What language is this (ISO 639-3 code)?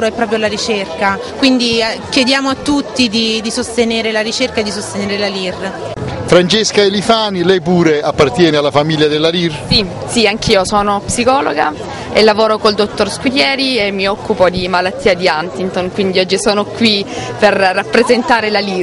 ita